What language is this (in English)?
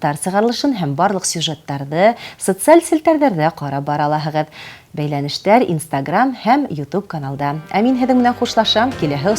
Bashkir